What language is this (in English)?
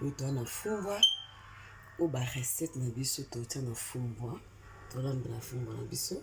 Lingala